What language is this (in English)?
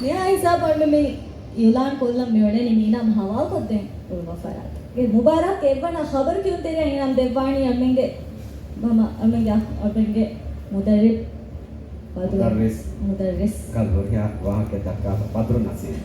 Divehi